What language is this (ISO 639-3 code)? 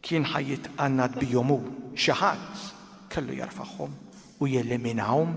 mlt